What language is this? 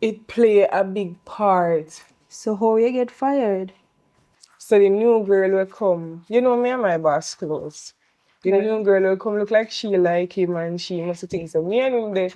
Jamaican Creole English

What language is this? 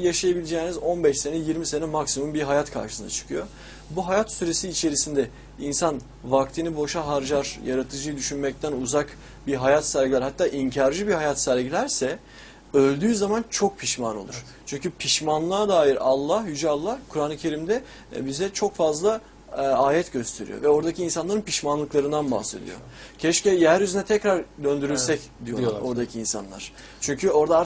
Turkish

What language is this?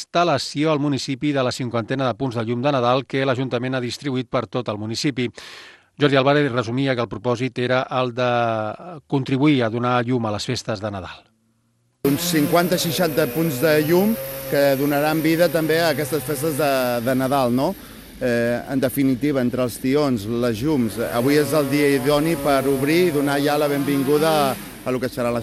Catalan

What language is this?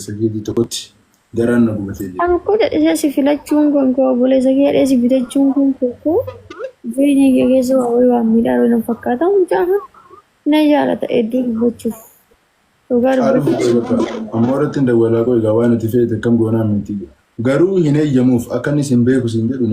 Oromo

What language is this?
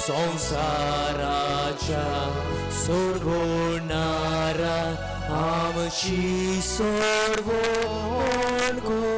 Konkani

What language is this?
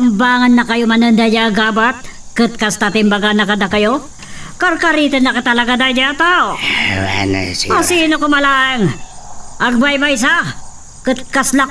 Iloko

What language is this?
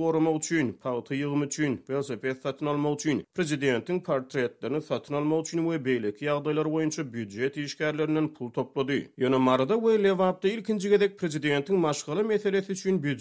Turkmen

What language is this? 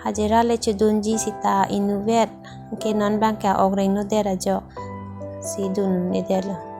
Karbi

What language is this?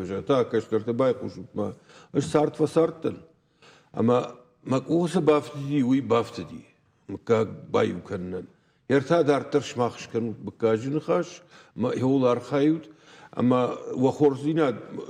Ossetic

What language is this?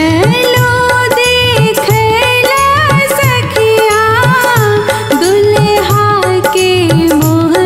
Bhojpuri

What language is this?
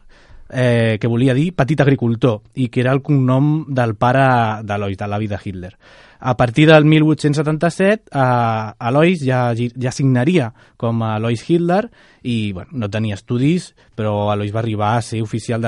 Catalan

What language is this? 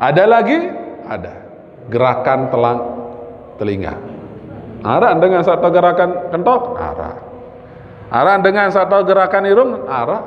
Sasak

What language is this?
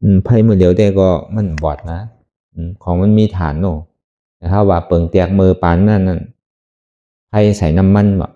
Shan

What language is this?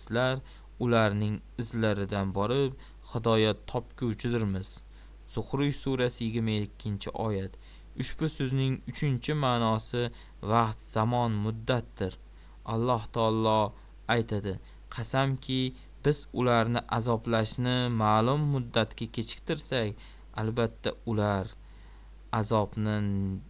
Uzbek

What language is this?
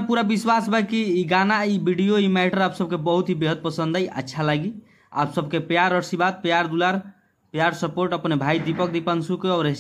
Bhojpuri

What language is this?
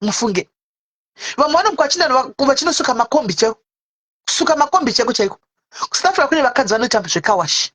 Shona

